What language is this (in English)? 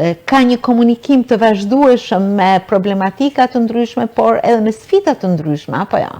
Albanian